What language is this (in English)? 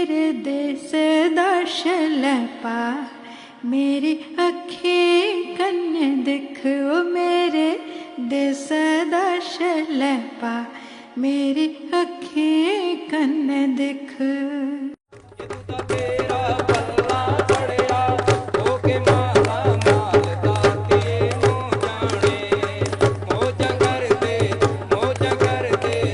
Dogri